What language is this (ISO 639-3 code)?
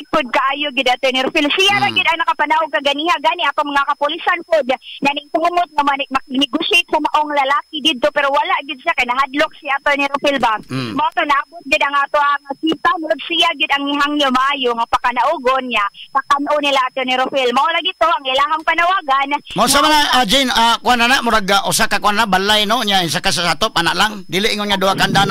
ceb